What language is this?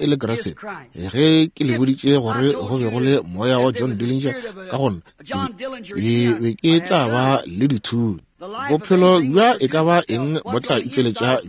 Northern Sotho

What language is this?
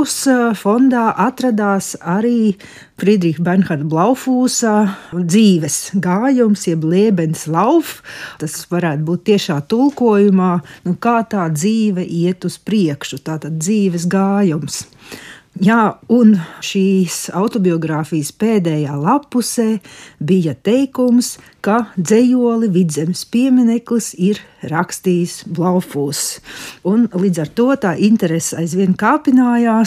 Latvian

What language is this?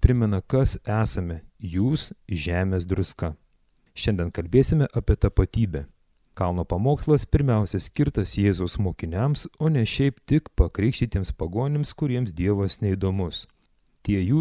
Lithuanian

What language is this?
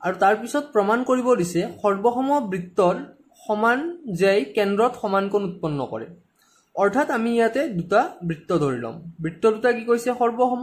Assamese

